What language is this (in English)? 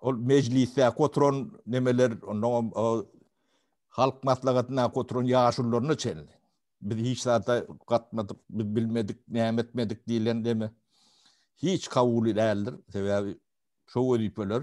Turkmen